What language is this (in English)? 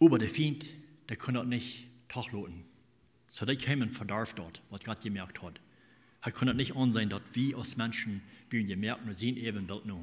Plautdietsch